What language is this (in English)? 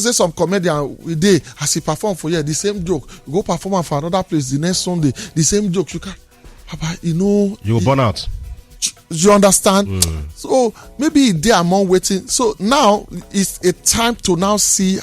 Nigerian Pidgin